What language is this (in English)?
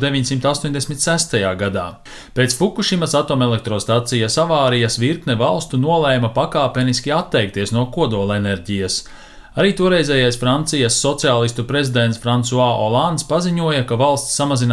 Latvian